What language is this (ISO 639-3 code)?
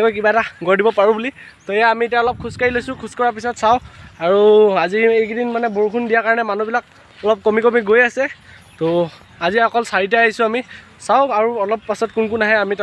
asm